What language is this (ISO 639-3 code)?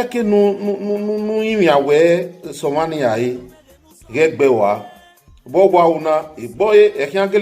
bin